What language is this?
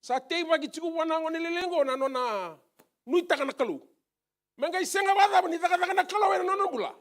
Fijian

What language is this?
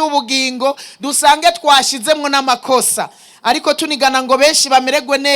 Rundi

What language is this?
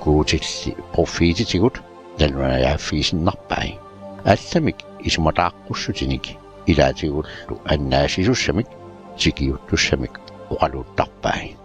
Kalaallisut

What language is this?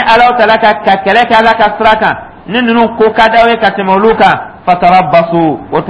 Dyula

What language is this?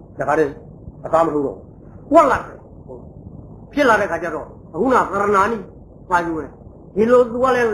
Burmese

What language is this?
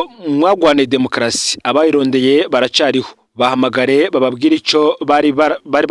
Rundi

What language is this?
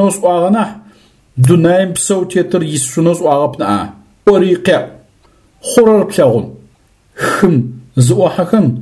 Adyghe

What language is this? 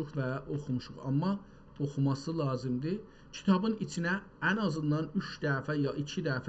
South Azerbaijani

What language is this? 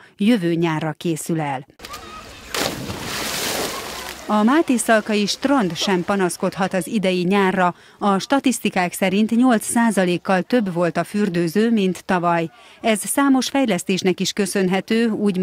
Hungarian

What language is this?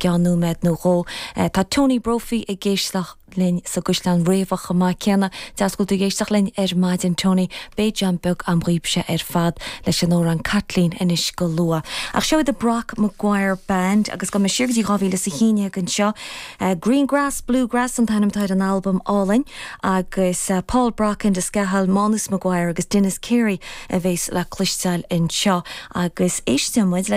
Irish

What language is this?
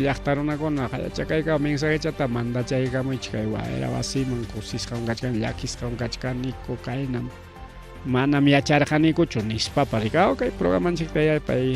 Ayacucho Quechua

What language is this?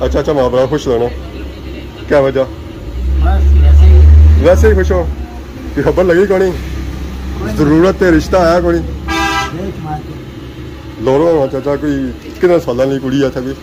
Pahari-Potwari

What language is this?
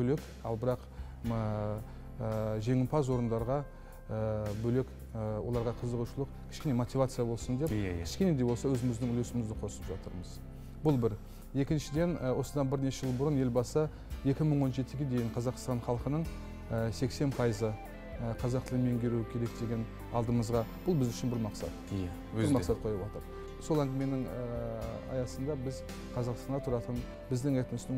Kazakh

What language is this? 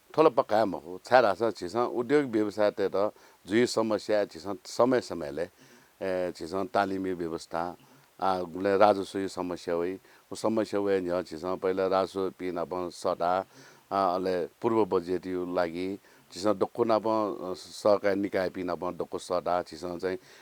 Newari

